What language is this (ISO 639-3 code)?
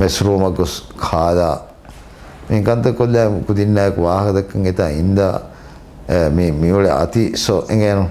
div